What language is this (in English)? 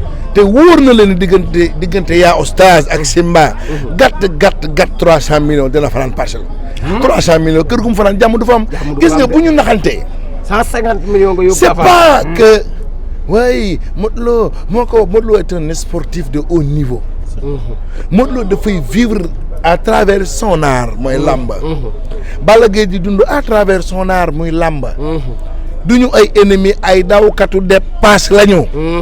Wolof